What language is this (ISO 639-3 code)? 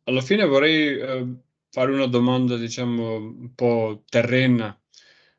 ita